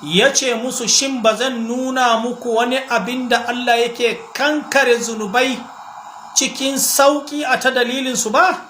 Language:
Hausa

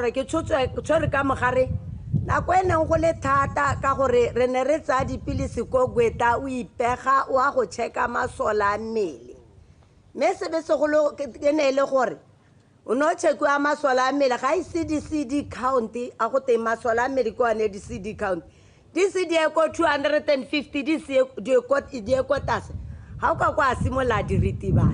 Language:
Tswana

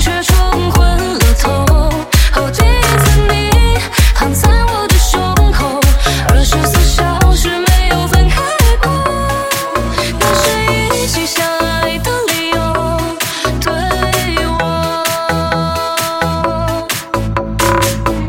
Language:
Chinese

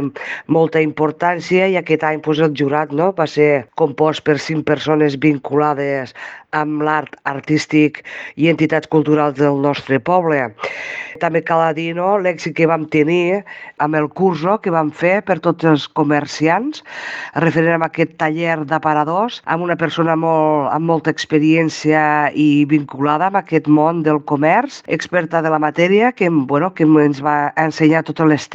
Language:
Catalan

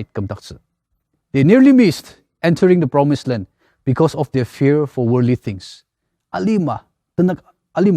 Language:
Ao Naga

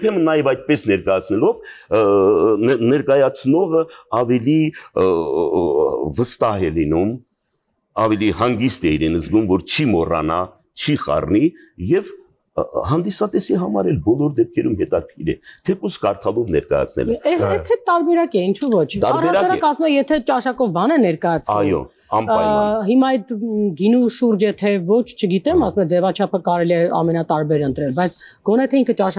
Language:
Armenian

